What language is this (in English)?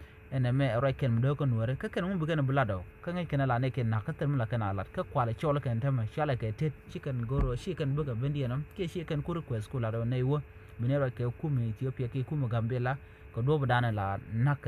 Nuer